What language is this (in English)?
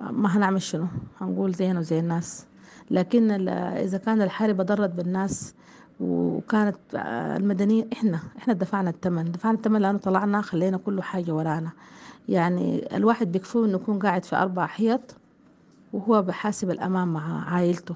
Sudanese Arabic